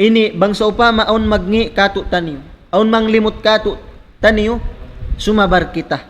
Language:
Tausug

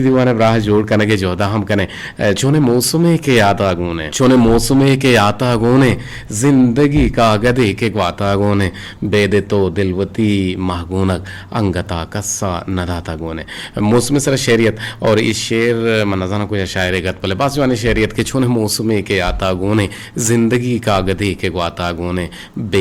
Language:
Eastern Balochi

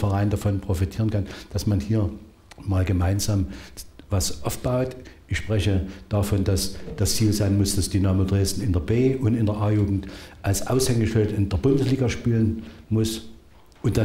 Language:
German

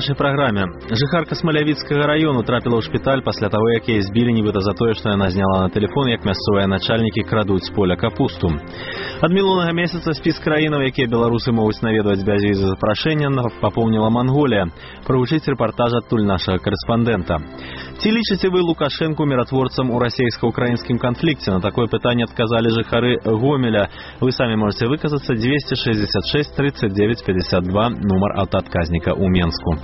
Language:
Belarusian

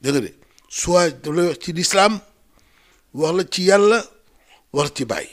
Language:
Wolof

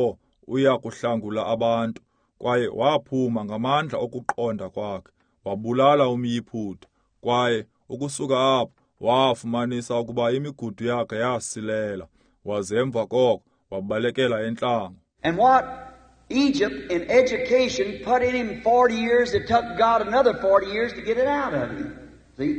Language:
Xhosa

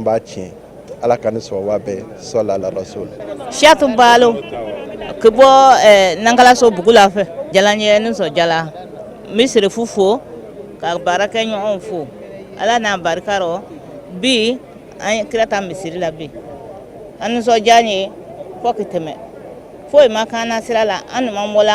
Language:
Bambara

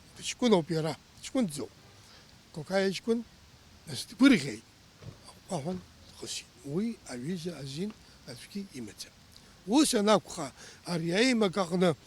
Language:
Abkhazian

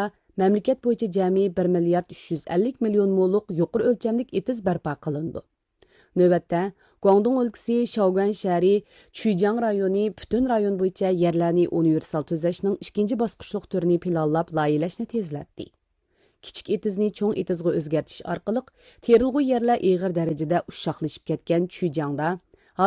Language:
Uyghur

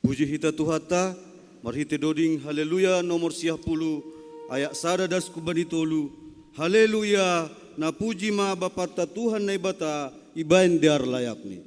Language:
Batak Simalungun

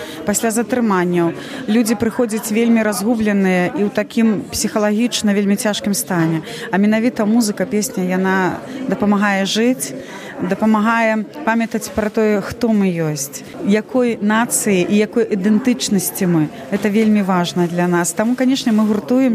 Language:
Belarusian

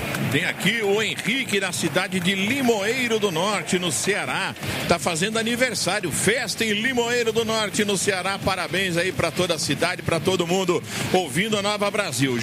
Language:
Portuguese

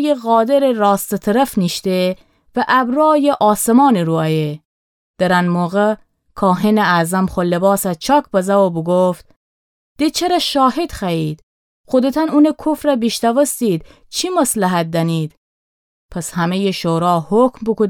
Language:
Gilaki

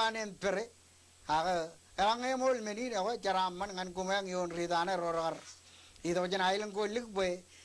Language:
Marshallese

